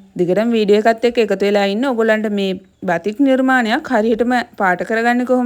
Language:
Sinhala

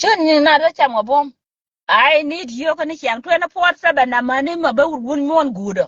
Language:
Nuer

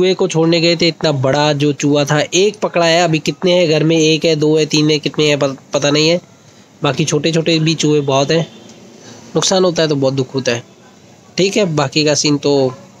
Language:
Hindi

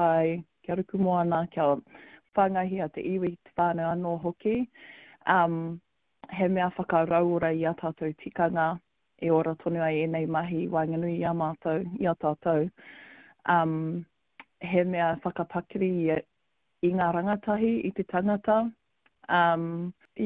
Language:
Māori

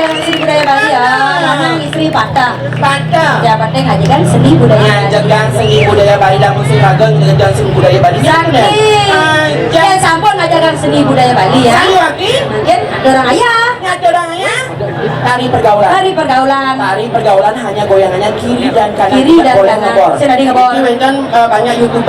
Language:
Balinese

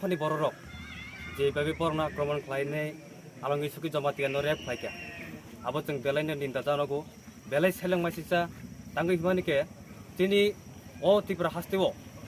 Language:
Kok Borok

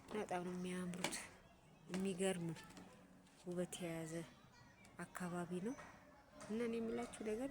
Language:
Amharic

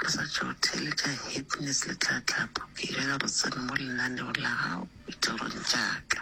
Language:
Northern Sotho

